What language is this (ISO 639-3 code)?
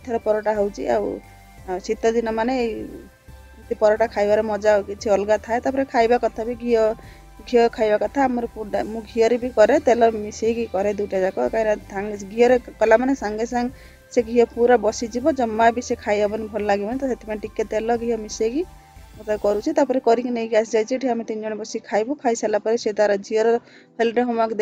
ori